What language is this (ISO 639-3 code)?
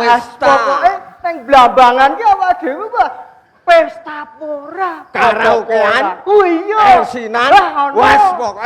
jav